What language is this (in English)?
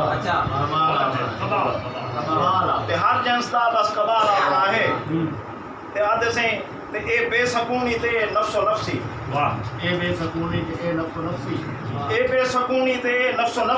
Saraiki